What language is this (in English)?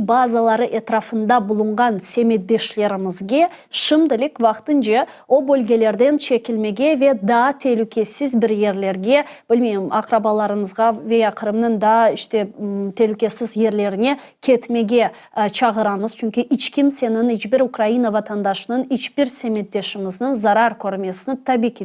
Crimean Tatar